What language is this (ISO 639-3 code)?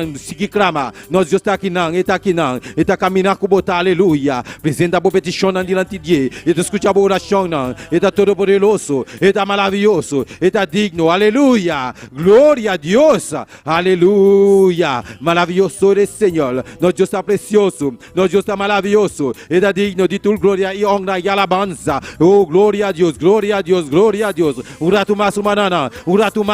pap